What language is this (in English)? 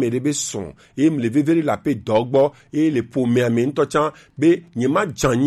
Gen